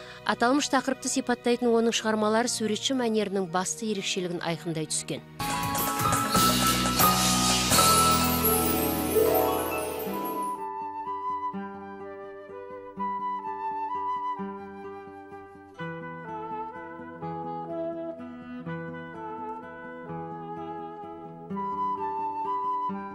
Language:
Kazakh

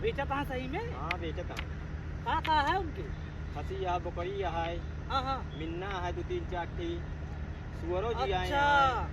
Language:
Awadhi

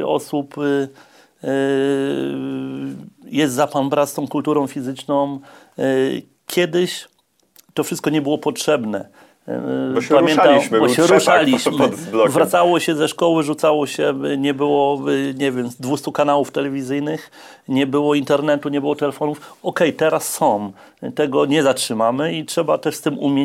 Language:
Polish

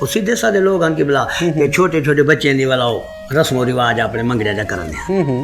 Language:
Saraiki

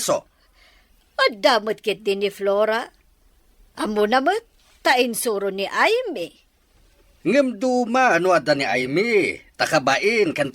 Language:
Iloko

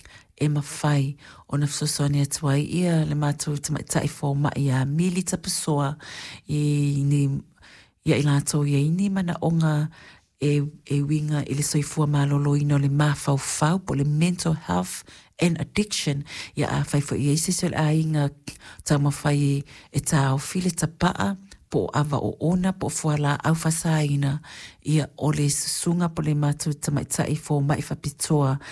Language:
Samoan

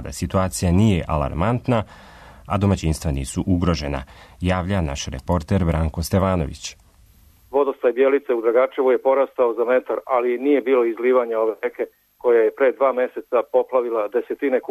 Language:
Serbian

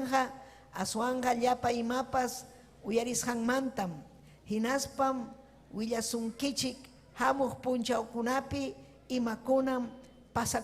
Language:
Ayacucho Quechua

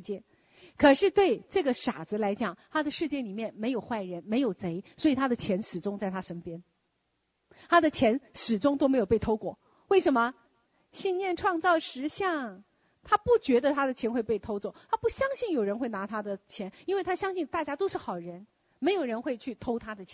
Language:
Chinese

